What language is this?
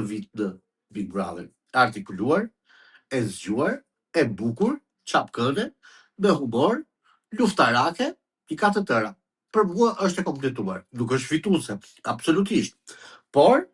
Albanian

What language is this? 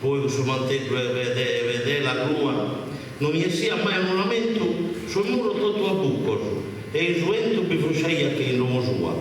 Sardinian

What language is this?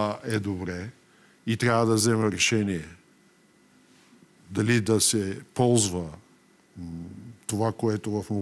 Bulgarian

